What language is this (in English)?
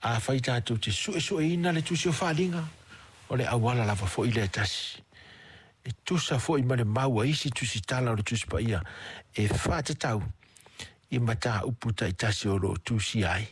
Samoan